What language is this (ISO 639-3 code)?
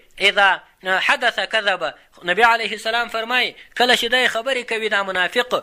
pus